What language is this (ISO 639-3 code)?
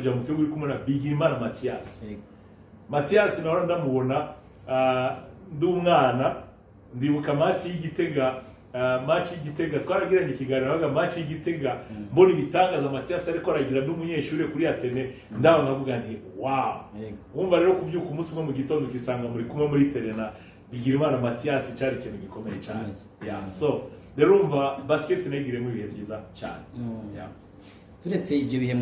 run